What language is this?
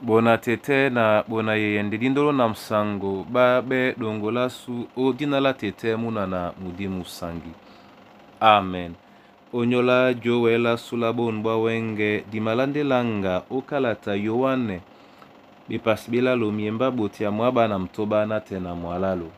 Duala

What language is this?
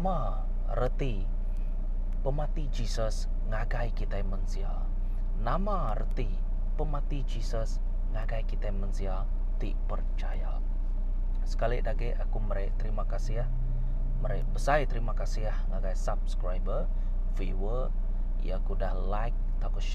Iban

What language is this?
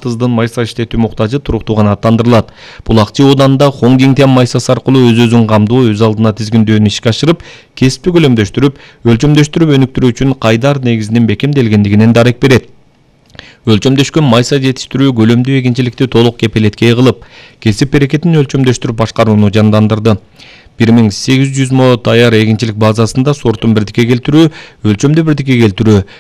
Kyrgyz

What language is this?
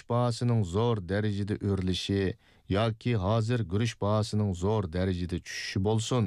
Uyghur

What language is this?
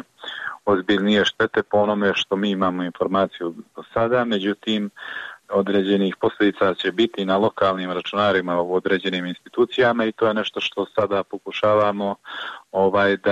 Bosnian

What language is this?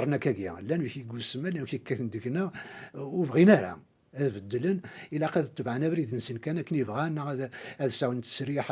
Kabyle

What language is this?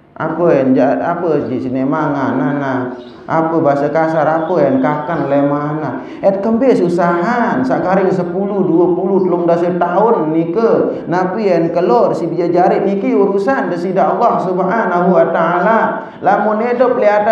Sasak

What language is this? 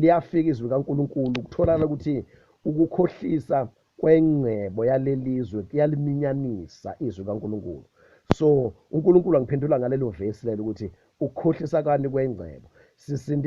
Zulu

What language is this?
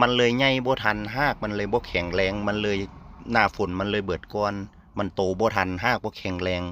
Northeastern Thai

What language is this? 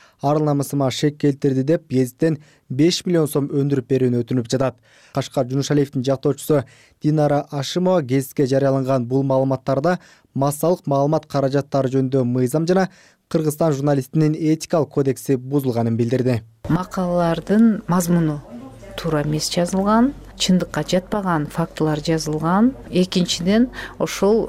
Kyrgyz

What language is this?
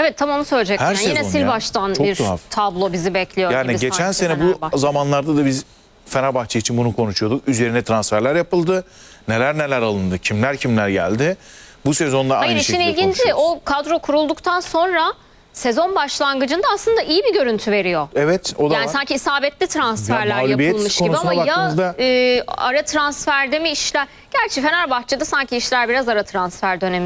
Turkish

